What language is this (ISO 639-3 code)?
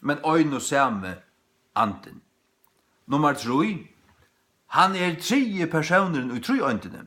fao